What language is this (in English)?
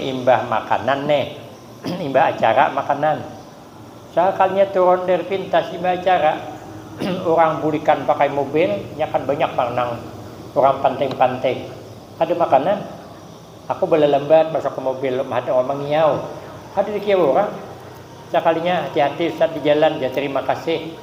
Banjar